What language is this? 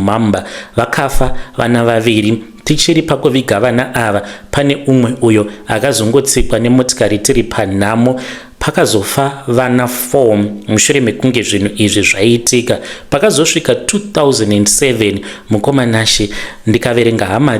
Shona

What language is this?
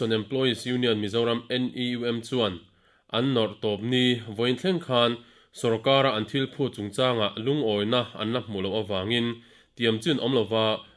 Mizo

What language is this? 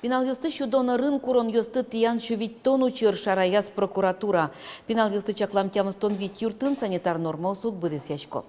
Udmurt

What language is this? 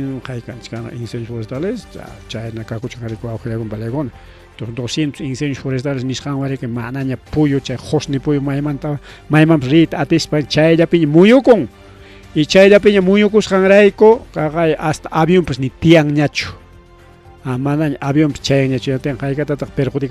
Ayacucho Quechua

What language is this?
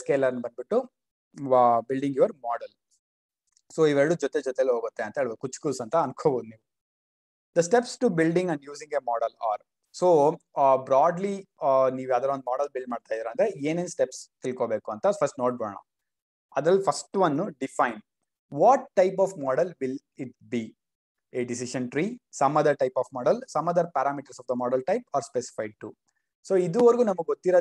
Kannada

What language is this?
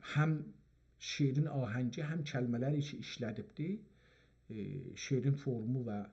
South Azerbaijani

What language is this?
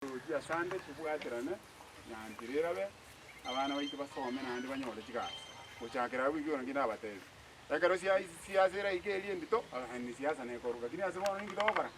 Gusii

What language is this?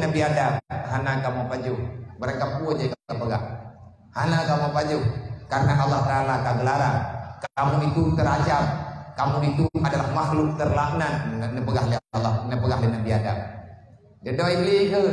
Achinese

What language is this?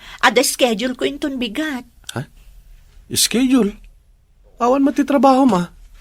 Iloko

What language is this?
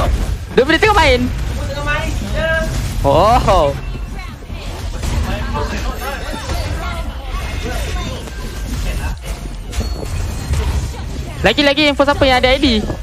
Malay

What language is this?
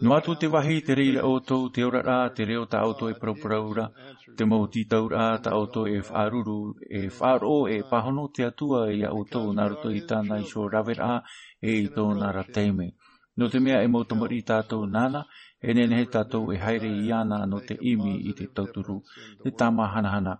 Tahitian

